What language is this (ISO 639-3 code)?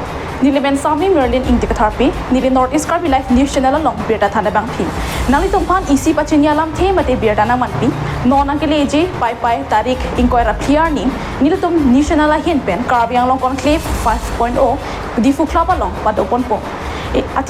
mjw